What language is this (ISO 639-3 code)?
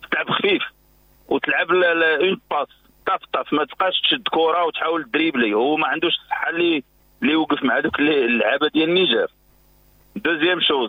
ary